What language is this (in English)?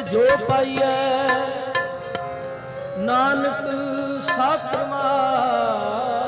Punjabi